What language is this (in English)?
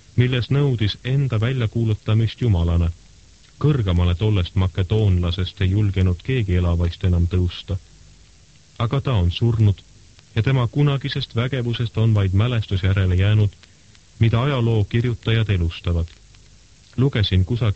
Estonian